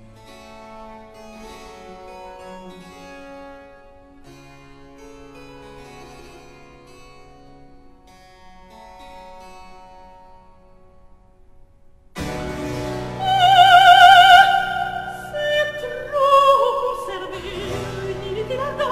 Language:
French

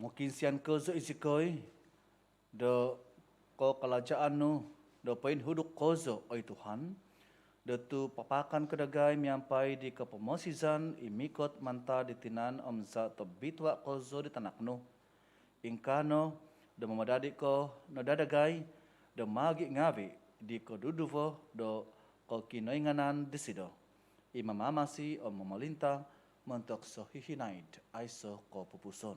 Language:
Central Dusun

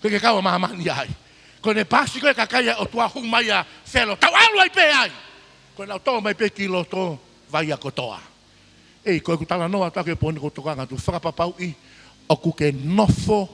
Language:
Tongan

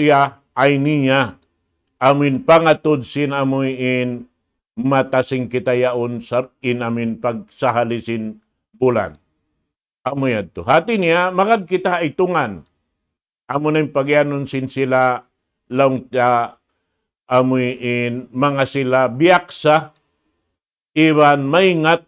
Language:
Tausug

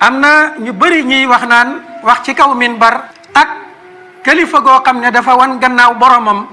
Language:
Wolof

